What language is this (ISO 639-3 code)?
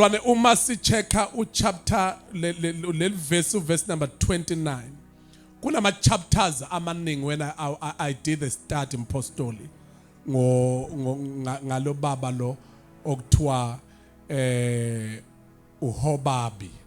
zul